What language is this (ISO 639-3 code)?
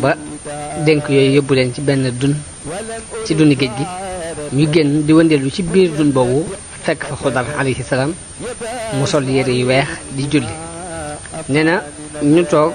wol